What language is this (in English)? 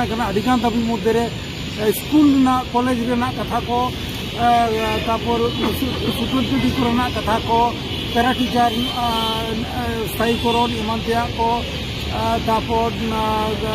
Santali